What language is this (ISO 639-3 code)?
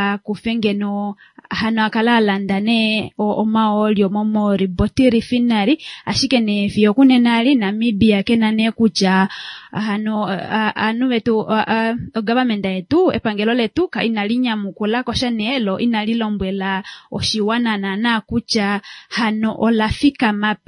kua